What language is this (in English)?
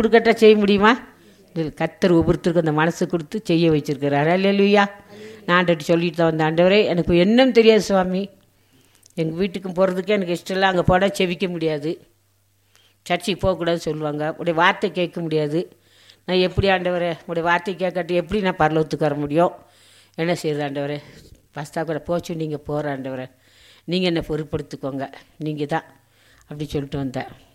Tamil